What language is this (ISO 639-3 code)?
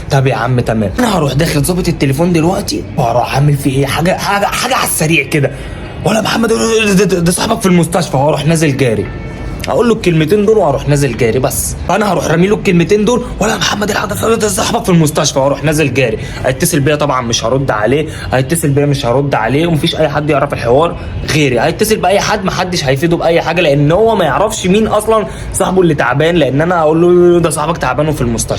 arz